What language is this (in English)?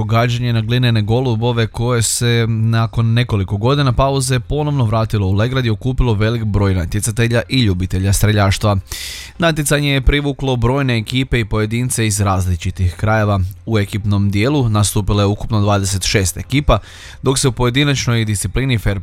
Croatian